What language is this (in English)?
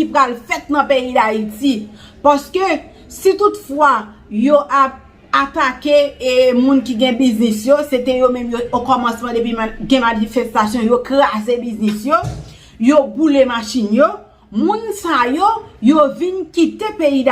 Haitian Creole